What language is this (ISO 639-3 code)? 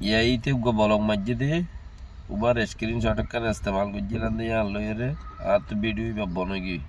rhg